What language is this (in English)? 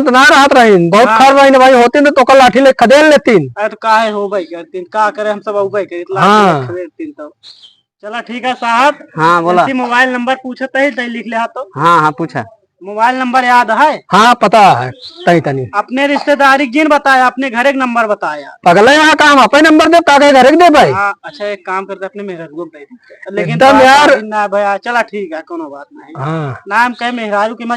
Awadhi